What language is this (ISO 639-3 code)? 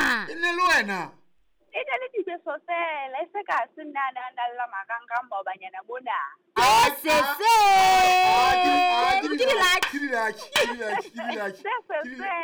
sot